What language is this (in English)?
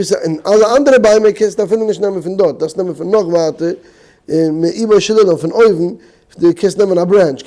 Yiddish